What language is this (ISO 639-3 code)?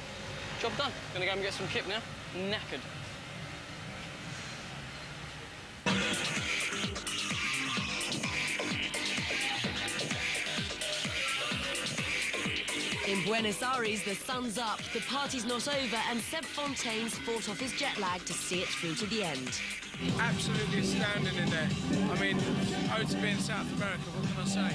eng